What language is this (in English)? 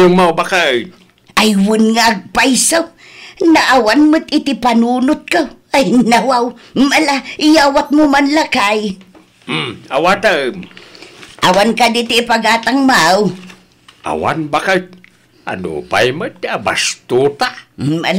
Iloko